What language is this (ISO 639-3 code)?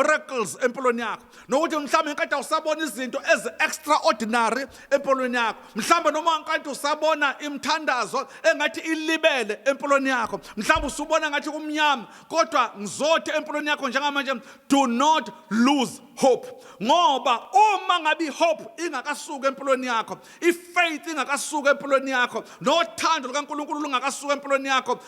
zul